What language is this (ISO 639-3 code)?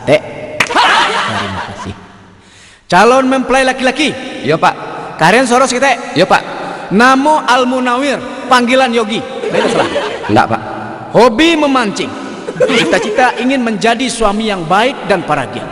min